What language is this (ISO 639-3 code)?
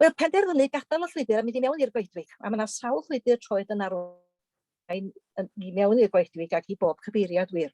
cym